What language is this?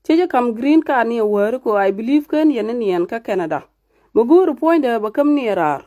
Nuer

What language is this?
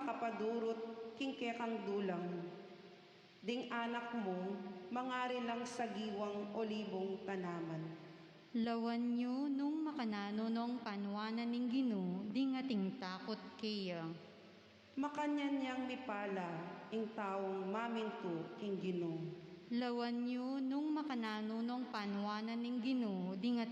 Pampanga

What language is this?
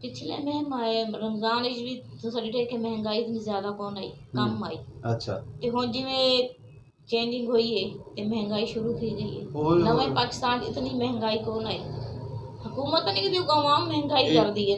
Saraiki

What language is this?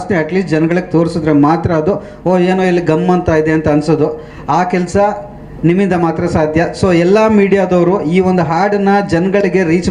Kannada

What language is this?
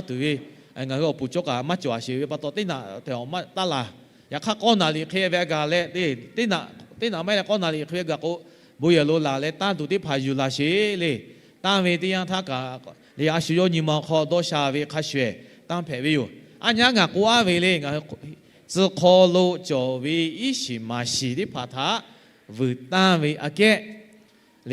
Lahu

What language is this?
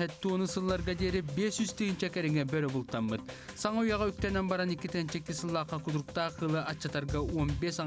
Yakut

